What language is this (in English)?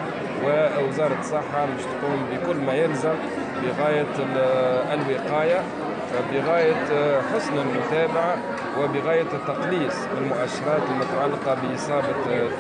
Tunisian Arabic